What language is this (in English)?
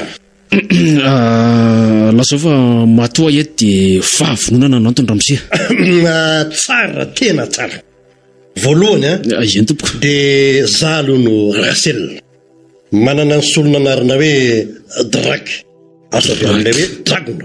Malagasy